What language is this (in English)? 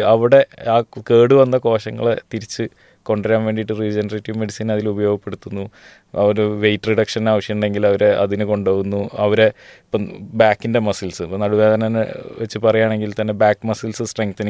Malayalam